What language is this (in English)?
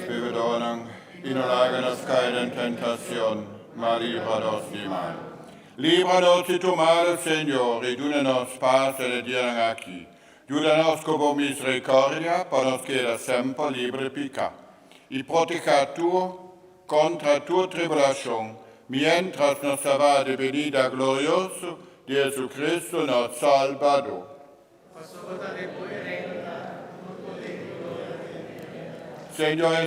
Papiamento